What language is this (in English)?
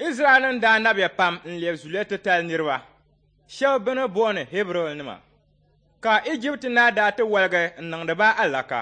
Dagbani